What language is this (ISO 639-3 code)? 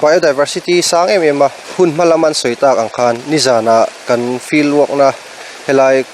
lus